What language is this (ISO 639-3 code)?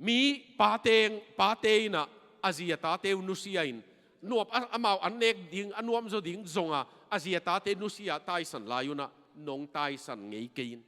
ctd